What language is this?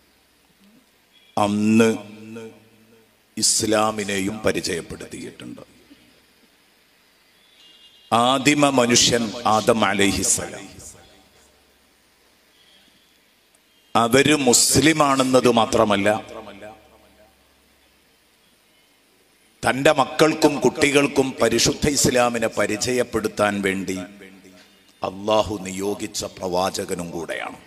Malayalam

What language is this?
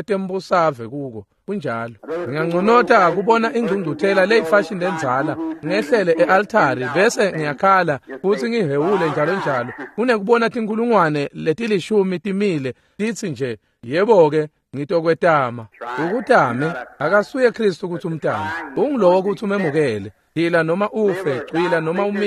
Swati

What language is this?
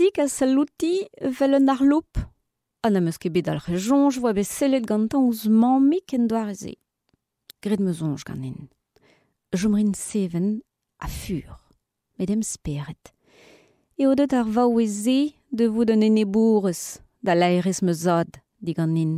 Breton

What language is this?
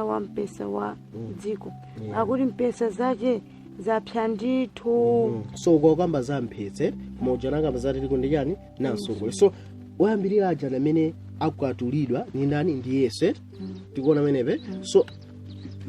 Nyanja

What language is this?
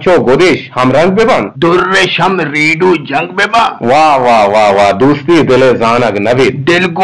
Eastern Balochi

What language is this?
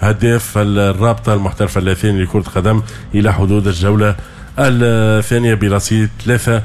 Tunisian Arabic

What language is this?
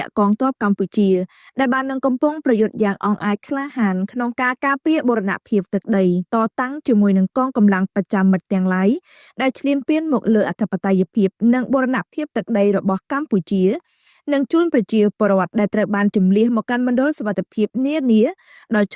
Khmer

